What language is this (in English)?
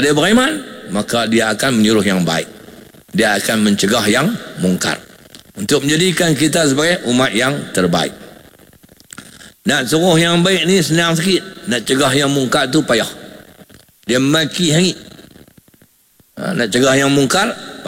Malay